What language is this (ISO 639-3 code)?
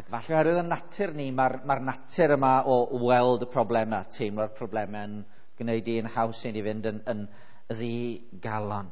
cym